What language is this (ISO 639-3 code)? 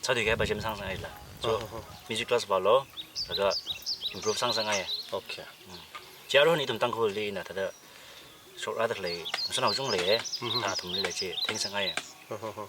nmf